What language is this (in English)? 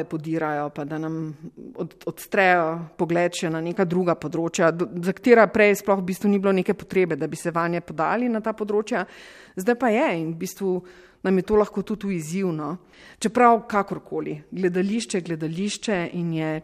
Slovenian